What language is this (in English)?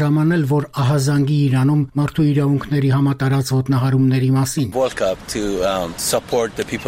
Armenian